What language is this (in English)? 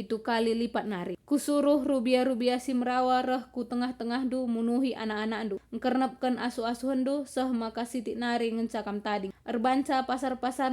Batak Karo